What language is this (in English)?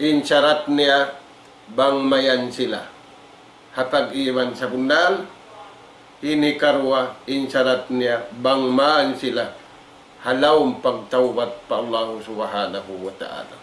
Tausug